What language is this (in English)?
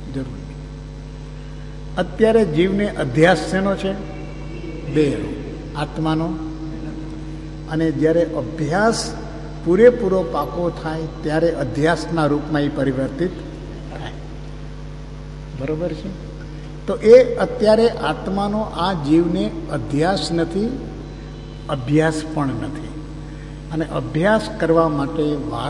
Gujarati